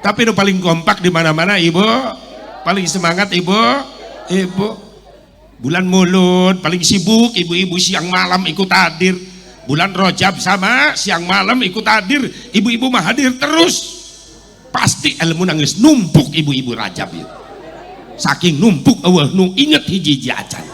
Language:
Sundanese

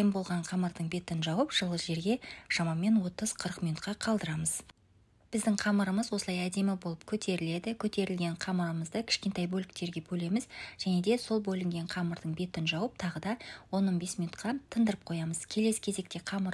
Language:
Kazakh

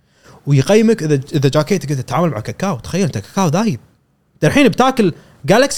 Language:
Gulf Arabic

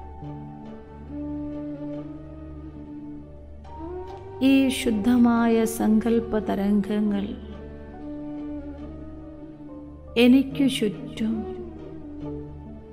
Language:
Malayalam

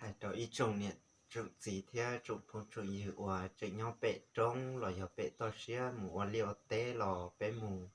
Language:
Hmong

